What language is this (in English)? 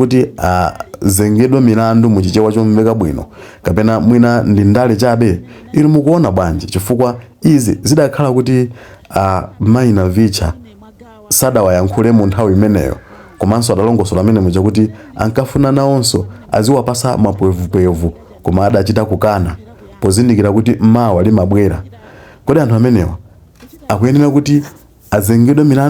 Nyanja